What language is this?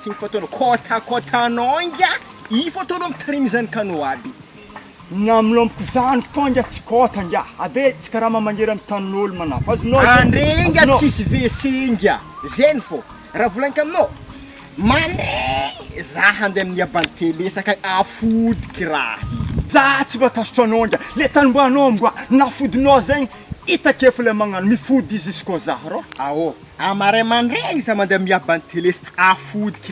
Malagasy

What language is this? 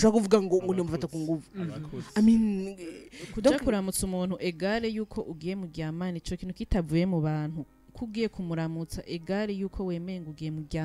Rundi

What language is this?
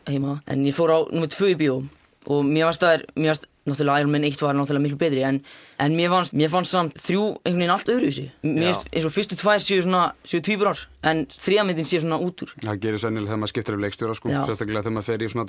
Icelandic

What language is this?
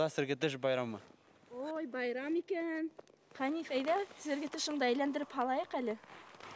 Bashkir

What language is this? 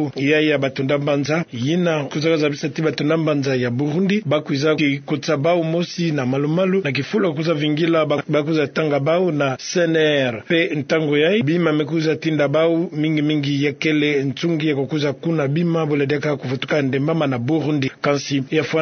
Kituba (Democratic Republic of Congo)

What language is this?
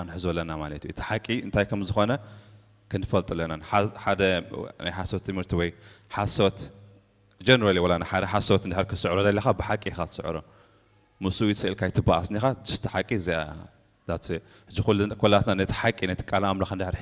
Tigrinya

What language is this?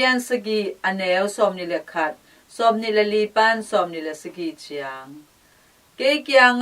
Tedim Chin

